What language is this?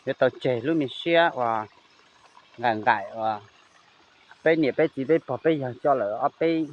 Hmong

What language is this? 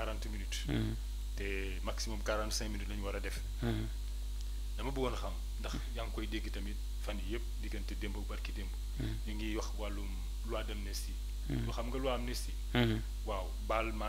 Wolof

